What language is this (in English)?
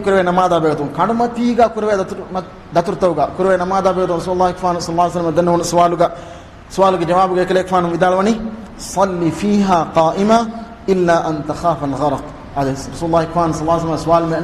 Divehi